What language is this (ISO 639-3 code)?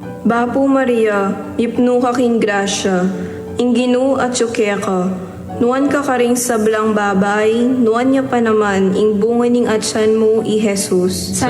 pam